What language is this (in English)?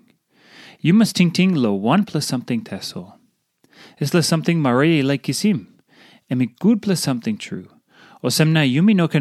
Tok Pisin